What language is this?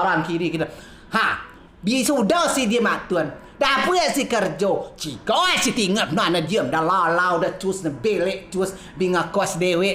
Rejang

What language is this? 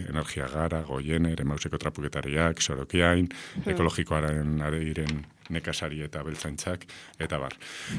Basque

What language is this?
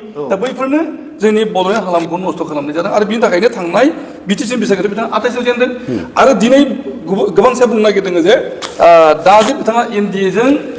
Bodo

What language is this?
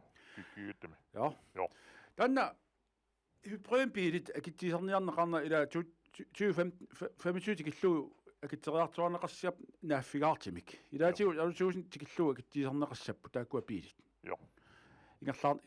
Kalaallisut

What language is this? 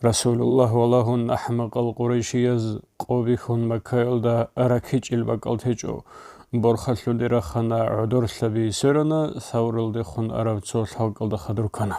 Avaric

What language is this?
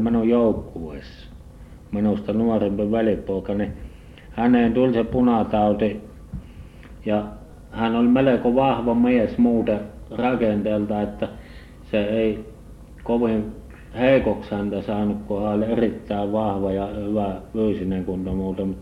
Finnish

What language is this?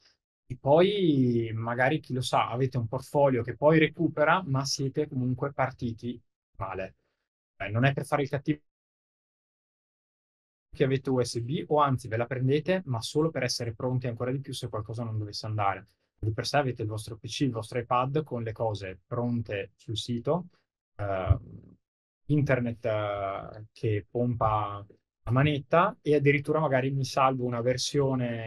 Italian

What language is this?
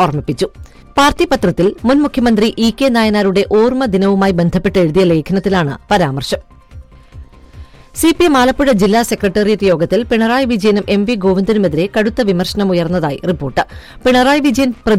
Malayalam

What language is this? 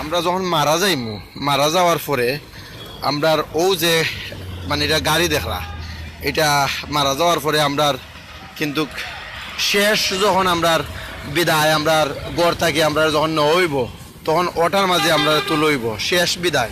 Sylheti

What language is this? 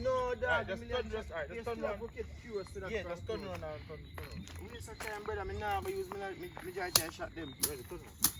Jamaican Creole English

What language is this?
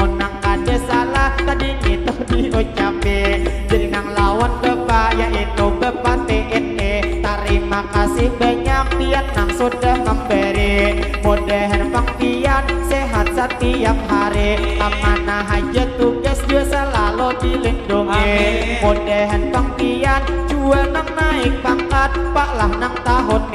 Banjar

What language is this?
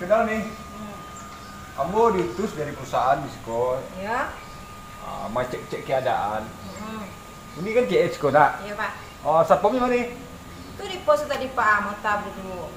Minangkabau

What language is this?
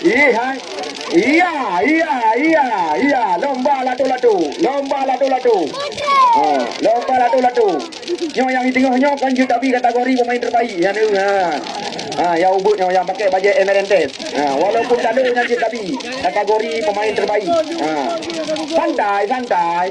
Achinese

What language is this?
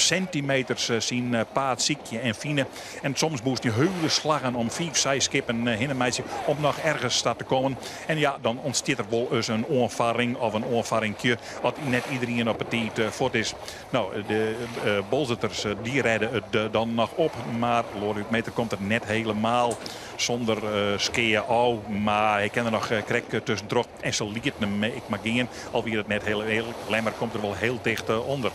Western Frisian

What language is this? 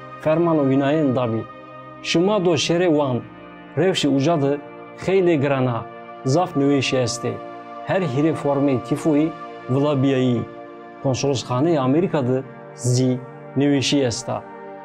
Zaza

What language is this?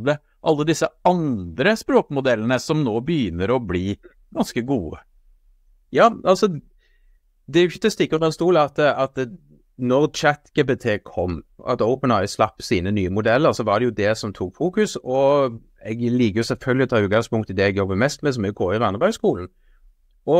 Norwegian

